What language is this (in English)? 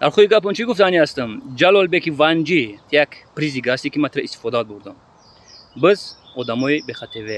Tajik